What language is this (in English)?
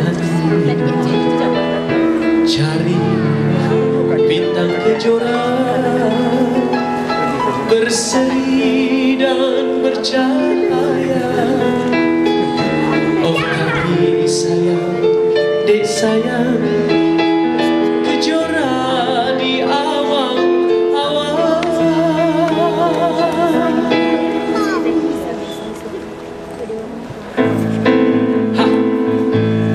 Malay